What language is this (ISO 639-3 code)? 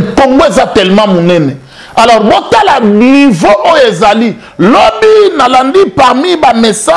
lin